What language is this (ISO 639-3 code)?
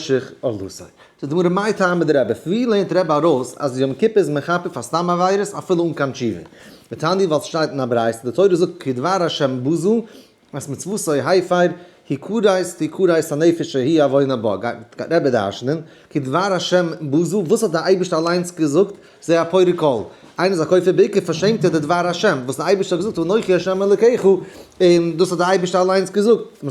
yid